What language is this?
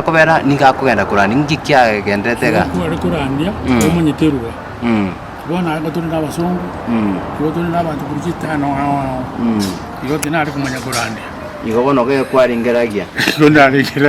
Gusii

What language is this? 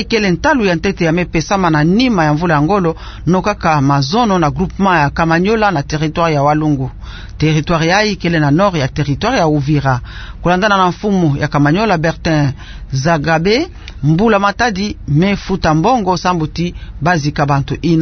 Kituba (Democratic Republic of Congo)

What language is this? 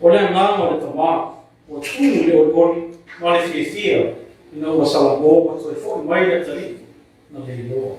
Samoan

